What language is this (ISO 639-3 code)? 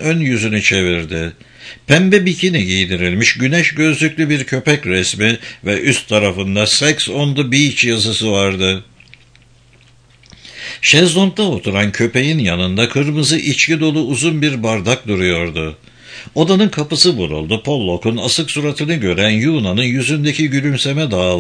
tur